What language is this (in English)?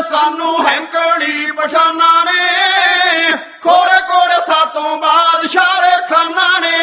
Punjabi